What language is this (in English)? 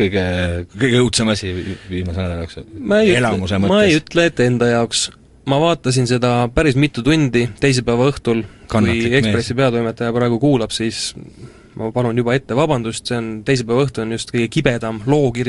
Estonian